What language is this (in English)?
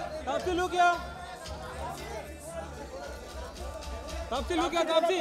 Hindi